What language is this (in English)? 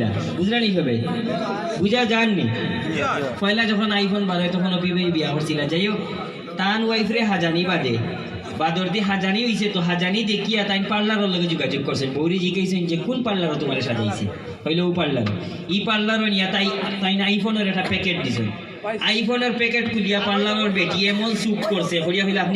Sylheti